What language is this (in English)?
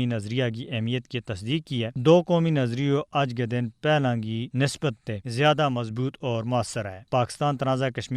Gujari